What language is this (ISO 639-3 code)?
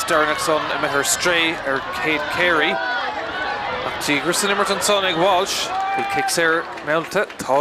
gle